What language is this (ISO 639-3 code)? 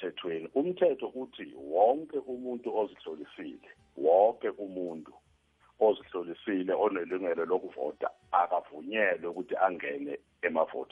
nbl